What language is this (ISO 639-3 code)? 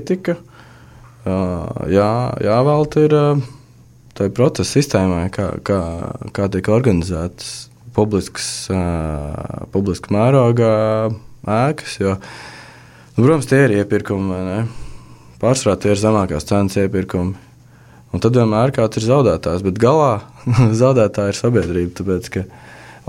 lav